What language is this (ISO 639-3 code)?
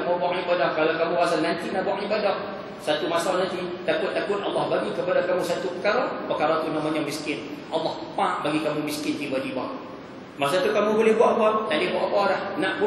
msa